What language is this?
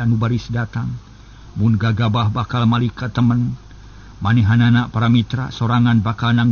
Sundanese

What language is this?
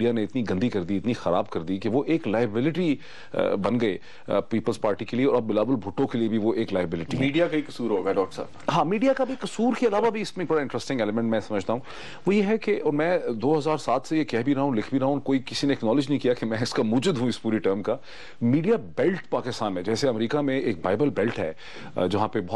Urdu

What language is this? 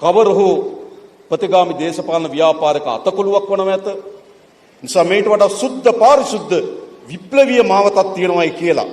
Sinhala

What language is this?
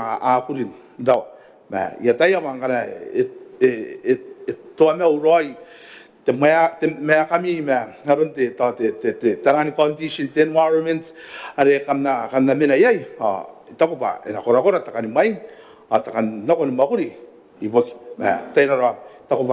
Gilbertese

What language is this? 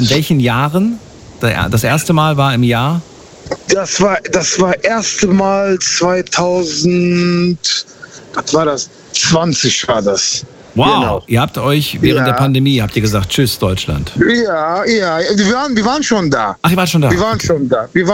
German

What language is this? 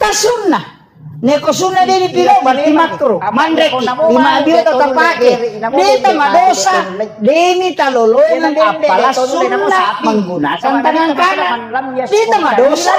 Buginese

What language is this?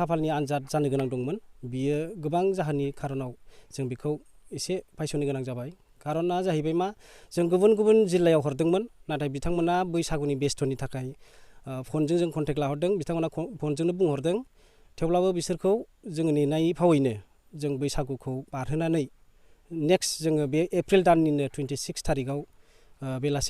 Bodo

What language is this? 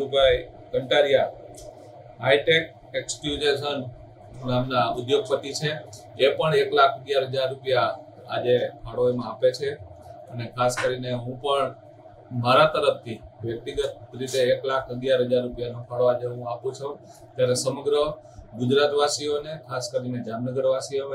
Gujarati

